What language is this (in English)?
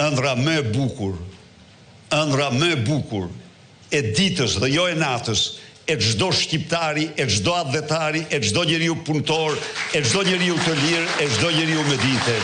Albanian